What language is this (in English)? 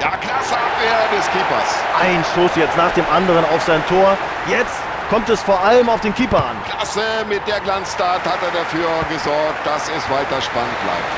Bavarian